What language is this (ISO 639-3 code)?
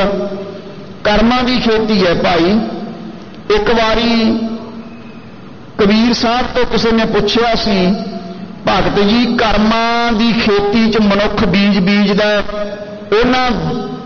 pan